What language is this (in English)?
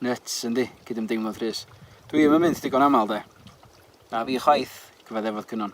Welsh